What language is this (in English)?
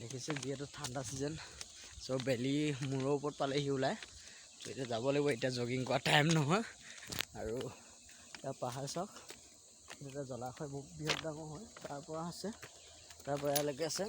Assamese